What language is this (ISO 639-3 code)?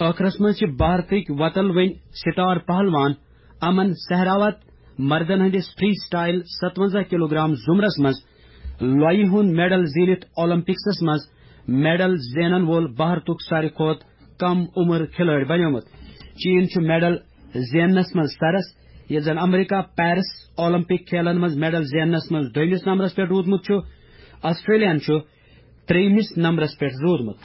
kas